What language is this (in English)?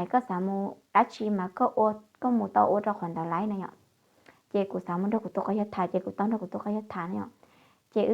Hmong